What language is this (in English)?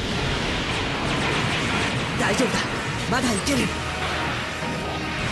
Japanese